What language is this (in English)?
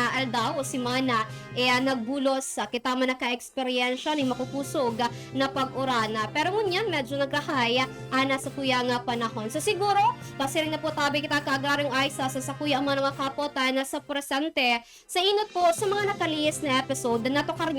Bikol